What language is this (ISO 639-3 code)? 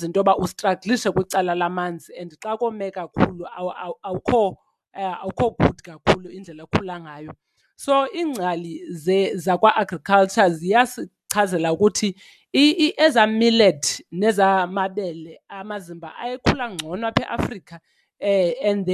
xho